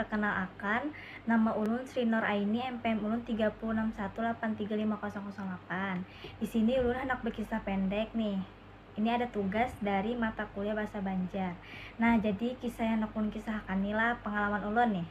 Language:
Banjar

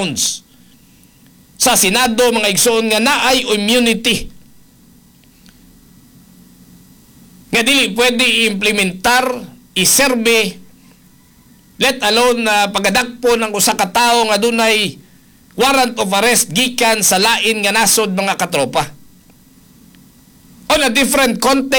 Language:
Cebuano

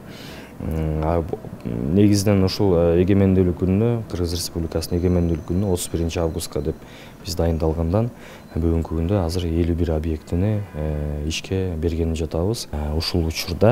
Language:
Kyrgyz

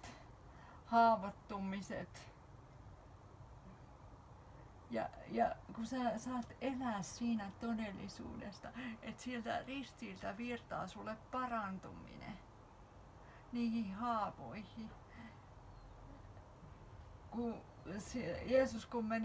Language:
Finnish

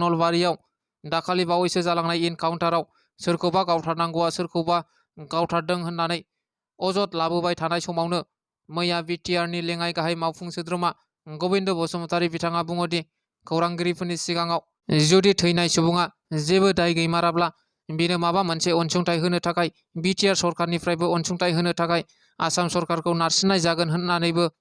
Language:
Bodo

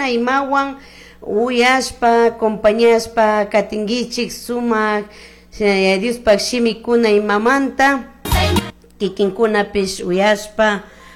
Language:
Chimborazo Highland Quichua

